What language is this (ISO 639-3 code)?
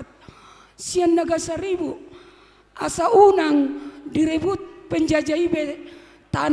bbc